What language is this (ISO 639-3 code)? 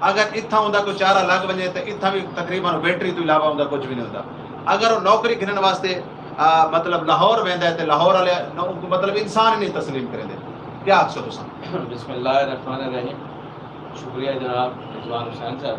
skr